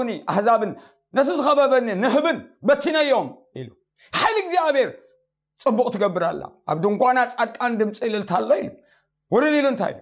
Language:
Tigrinya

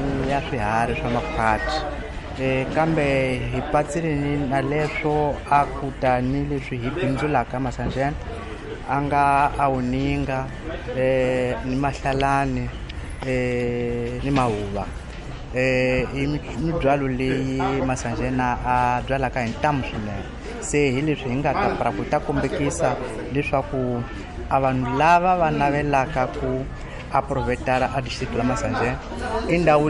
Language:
Tsonga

